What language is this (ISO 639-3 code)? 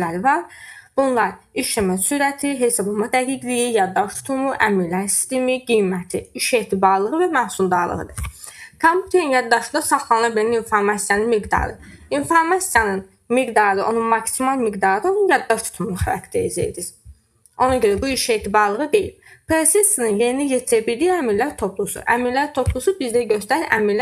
aze